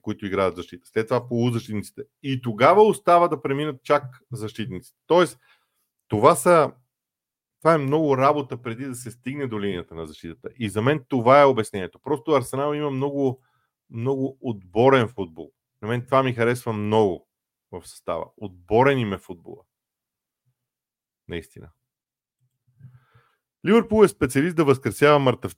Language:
Bulgarian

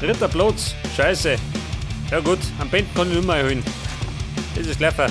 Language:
Bavarian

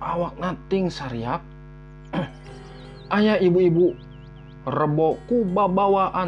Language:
Sundanese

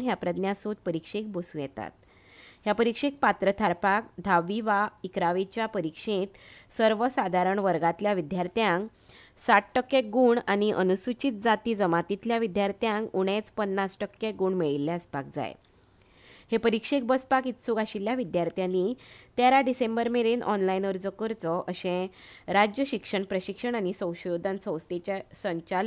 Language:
Konkani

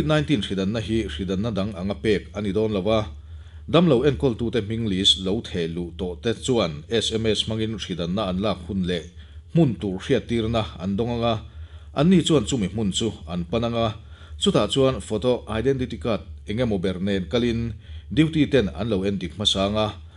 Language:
Mizo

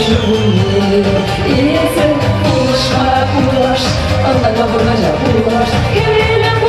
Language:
Chuvash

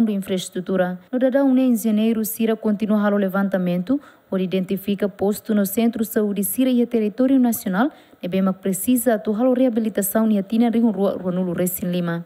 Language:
Tetum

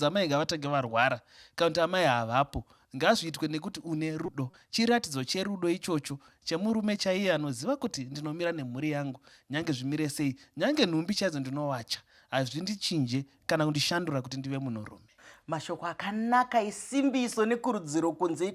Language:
Shona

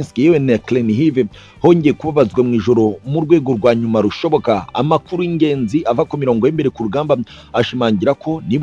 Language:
Kinyarwanda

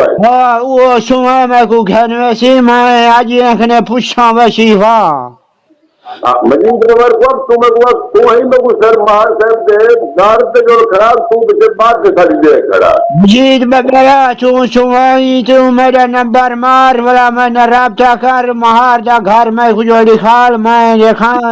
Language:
Saraiki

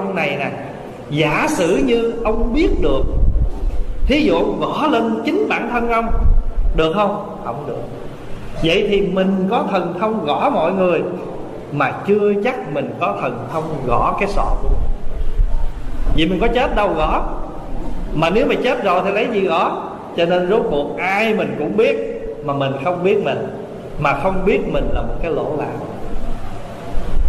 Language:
Vietnamese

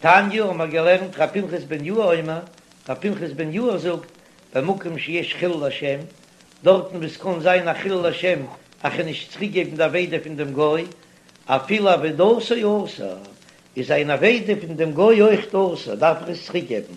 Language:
Yiddish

